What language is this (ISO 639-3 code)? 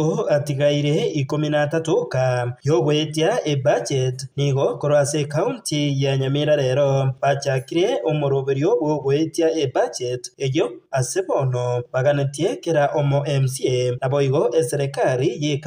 guz